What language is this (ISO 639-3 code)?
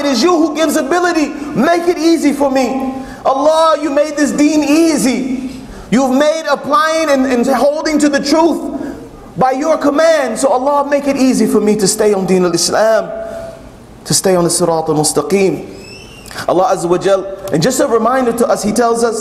eng